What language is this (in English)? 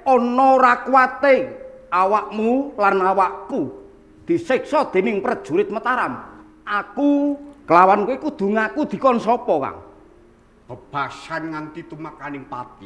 Javanese